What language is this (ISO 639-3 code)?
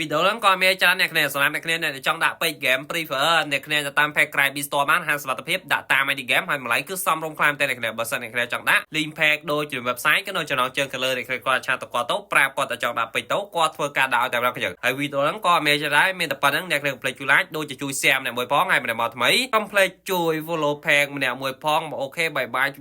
khm